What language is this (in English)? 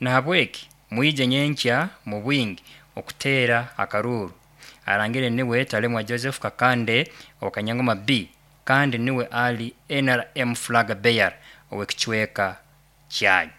Nyoro